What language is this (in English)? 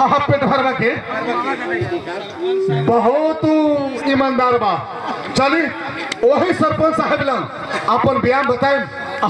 Bhojpuri